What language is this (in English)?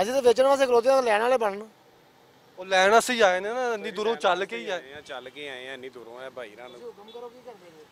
Western Panjabi